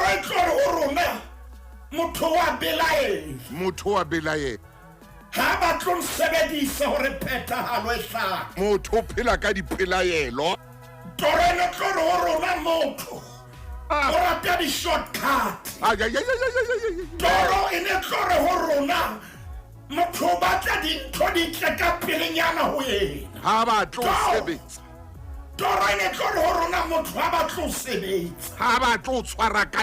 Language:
Southern Sotho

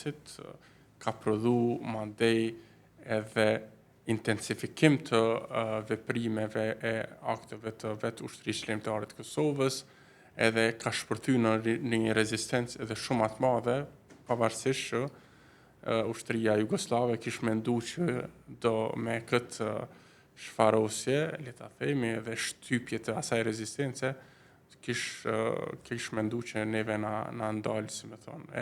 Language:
Albanian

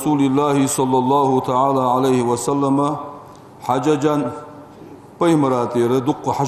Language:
Ingush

